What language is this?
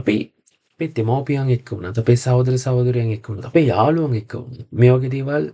Sinhala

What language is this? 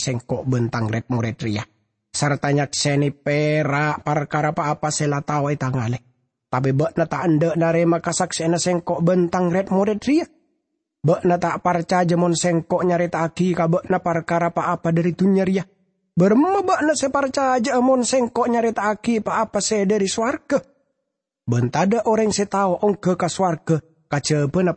Madurese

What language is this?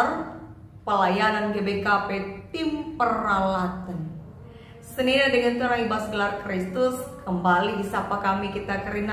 Batak Karo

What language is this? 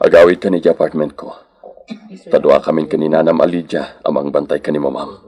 Iloko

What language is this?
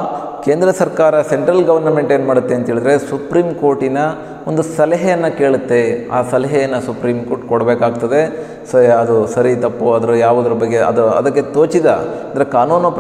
Kannada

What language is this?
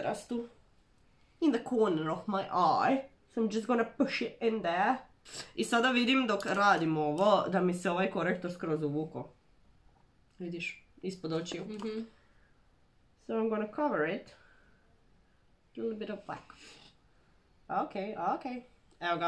Croatian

